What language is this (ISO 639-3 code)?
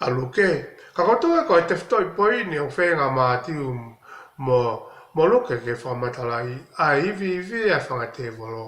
ton